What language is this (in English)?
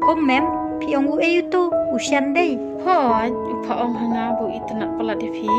Khasi